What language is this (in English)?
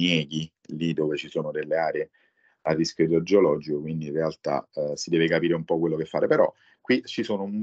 Italian